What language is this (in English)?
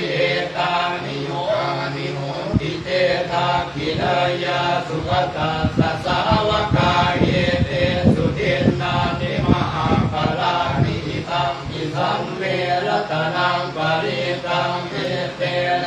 Pali